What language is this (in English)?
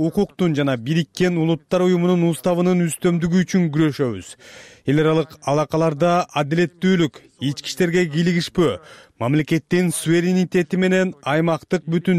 Kyrgyz